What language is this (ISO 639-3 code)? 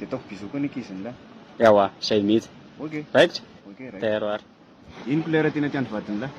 mlg